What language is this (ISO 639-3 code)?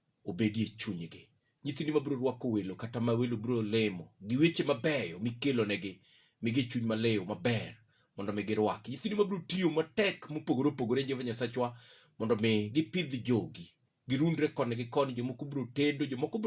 luo